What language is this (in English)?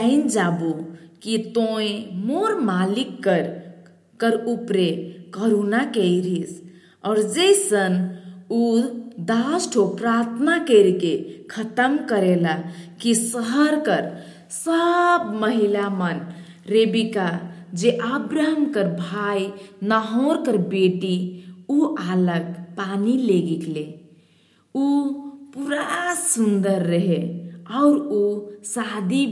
Sadri